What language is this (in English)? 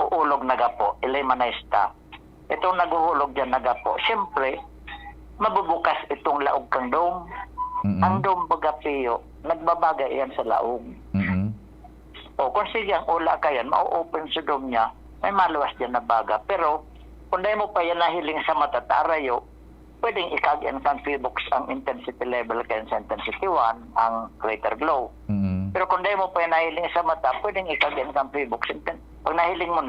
Bikol